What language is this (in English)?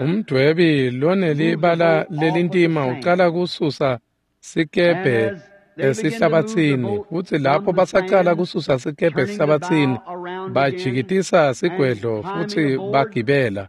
Swati